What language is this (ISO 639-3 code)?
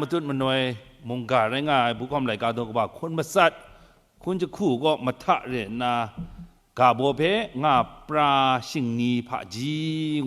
kac